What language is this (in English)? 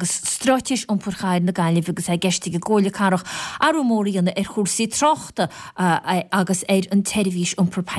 Irish